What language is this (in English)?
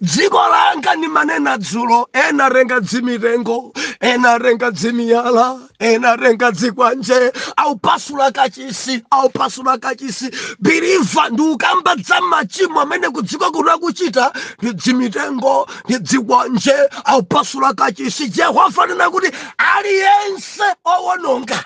Nyanja